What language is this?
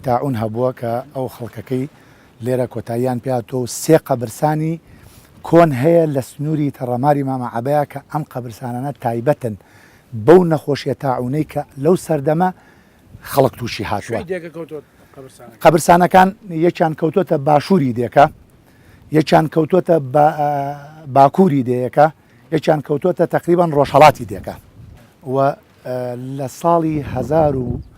Central Kurdish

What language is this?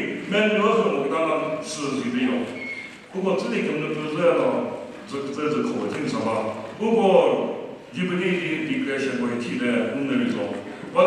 Chokri Naga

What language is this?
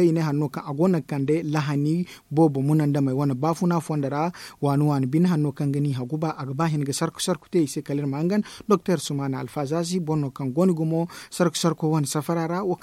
Zarma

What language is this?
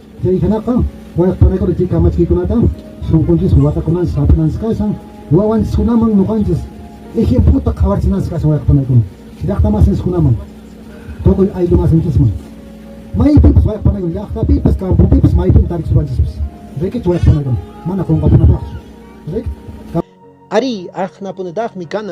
Quechua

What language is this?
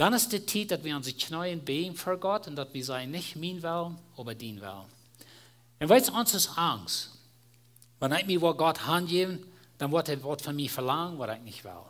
Plautdietsch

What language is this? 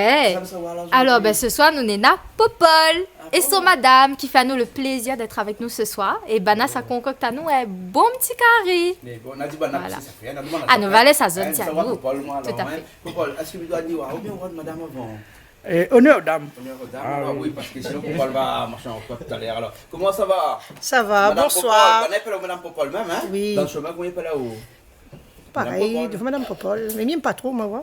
Réunion Creole French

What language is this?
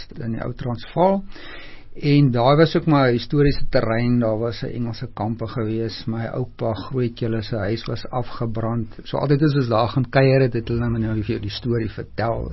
Afrikaans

